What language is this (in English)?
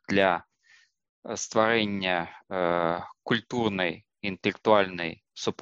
Belarusian